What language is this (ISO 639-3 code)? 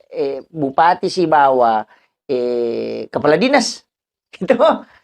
bug